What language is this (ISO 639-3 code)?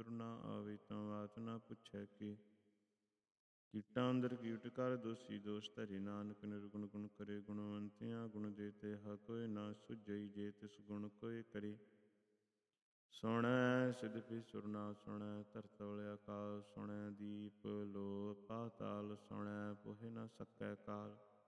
pan